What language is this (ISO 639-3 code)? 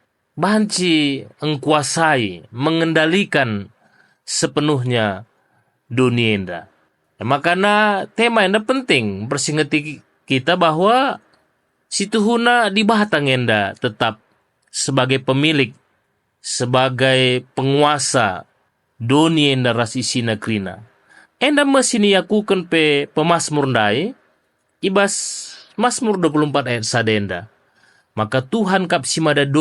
btx